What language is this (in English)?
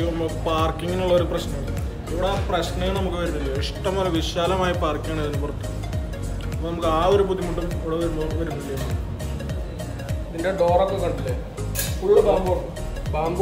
Malayalam